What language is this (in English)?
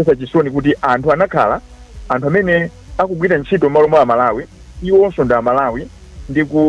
Nyanja